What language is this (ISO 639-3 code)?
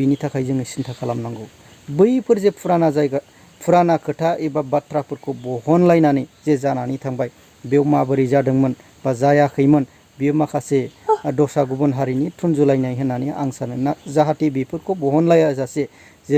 brx